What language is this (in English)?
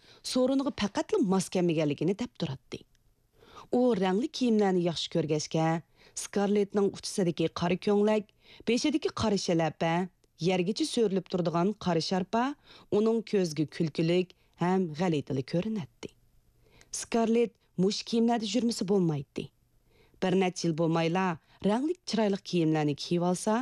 Uyghur